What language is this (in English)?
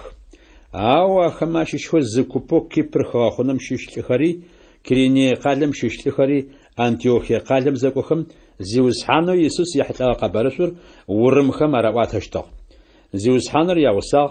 Adyghe